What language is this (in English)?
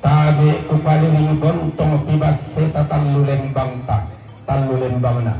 Toraja-Sa'dan